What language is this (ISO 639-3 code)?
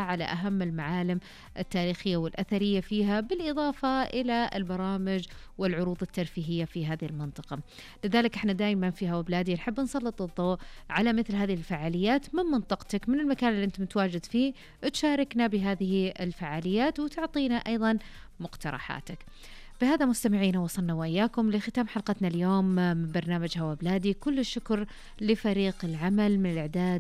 ars